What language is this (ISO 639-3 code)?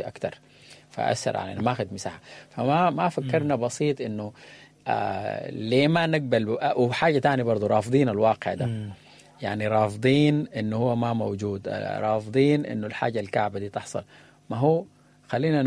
apd